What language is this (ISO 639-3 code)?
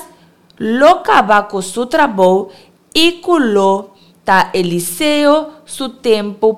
pap